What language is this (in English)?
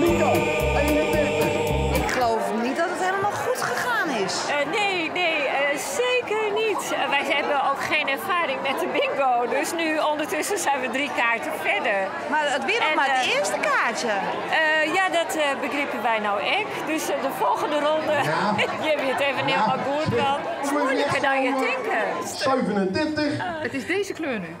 Western Frisian